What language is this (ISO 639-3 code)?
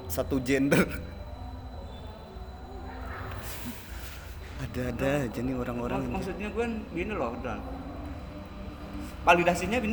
ind